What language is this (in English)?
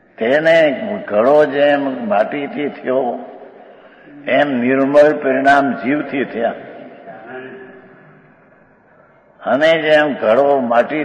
Gujarati